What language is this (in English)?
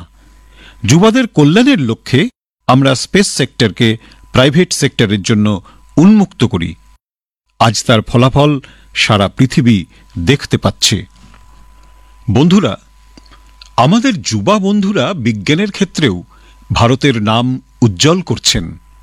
Bangla